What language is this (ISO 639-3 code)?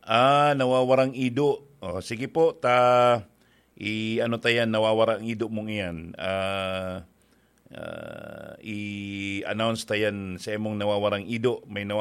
bik